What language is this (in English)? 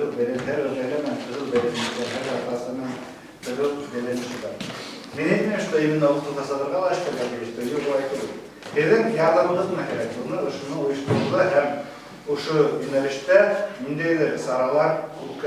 Bashkir